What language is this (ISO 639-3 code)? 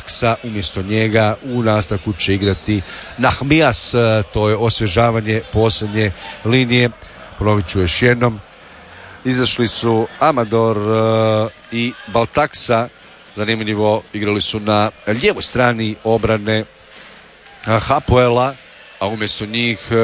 hrv